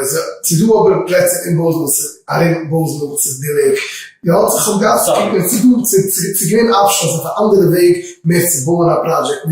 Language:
Yiddish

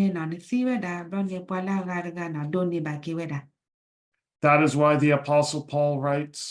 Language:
S'gaw Karen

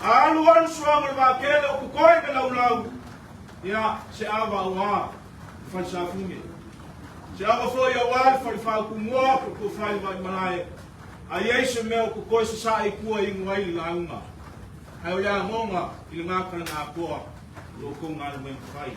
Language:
Samoan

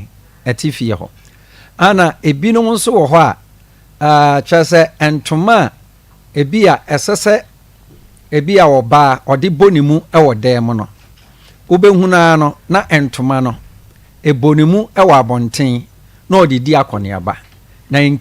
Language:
Akan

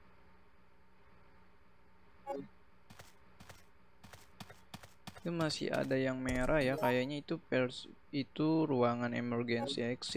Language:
Indonesian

